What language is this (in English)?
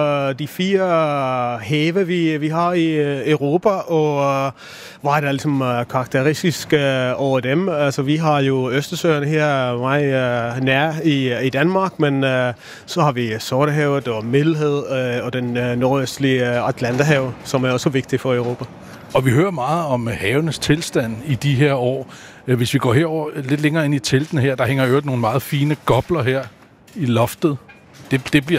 Danish